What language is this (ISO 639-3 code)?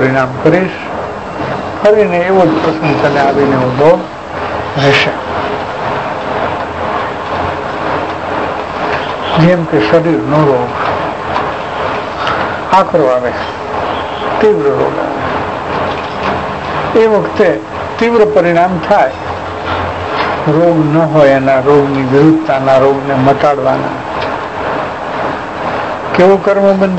guj